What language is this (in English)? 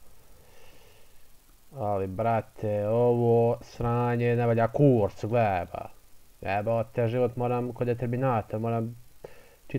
Bosnian